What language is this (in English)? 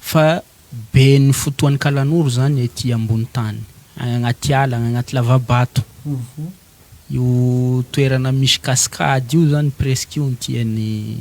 Malagasy